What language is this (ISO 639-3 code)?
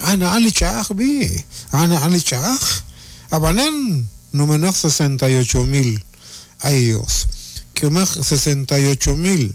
kek